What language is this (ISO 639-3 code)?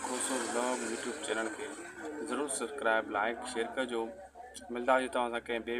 snd